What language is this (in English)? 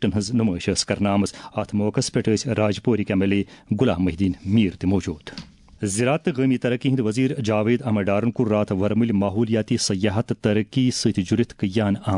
Kashmiri